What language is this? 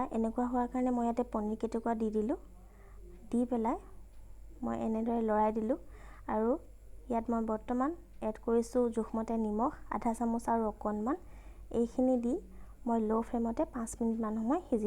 Assamese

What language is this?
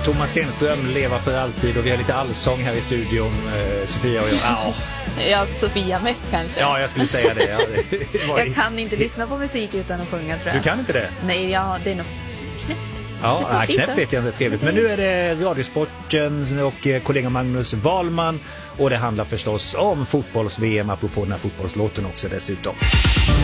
Swedish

